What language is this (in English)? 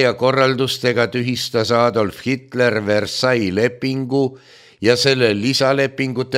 Estonian